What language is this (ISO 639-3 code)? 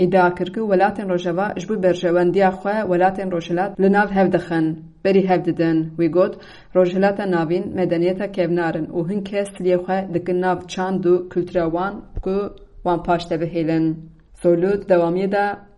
kur